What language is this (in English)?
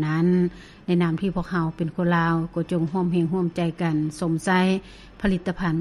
Lao